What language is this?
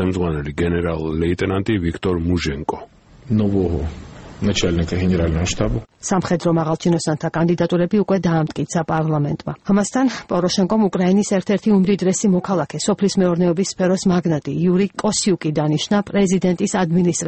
Georgian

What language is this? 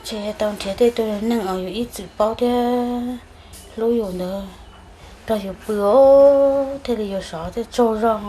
Hmong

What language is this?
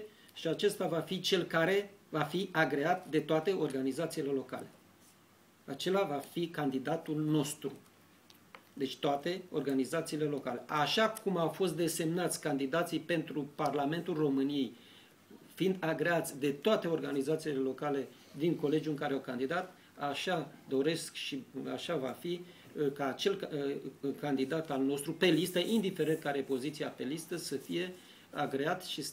Romanian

